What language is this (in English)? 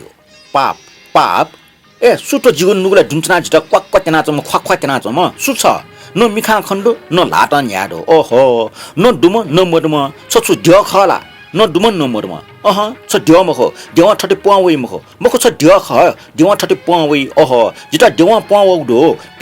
Newari